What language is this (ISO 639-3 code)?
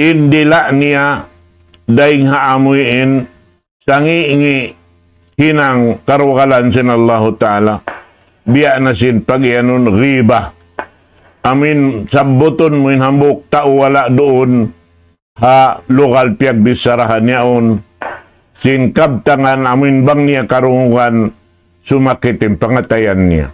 tsg